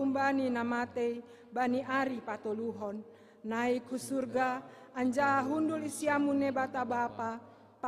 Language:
Batak Simalungun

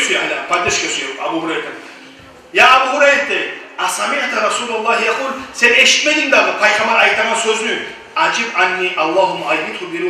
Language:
Kumyk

